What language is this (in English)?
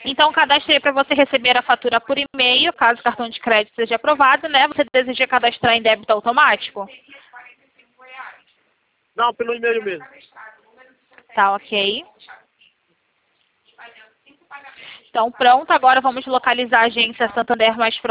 Portuguese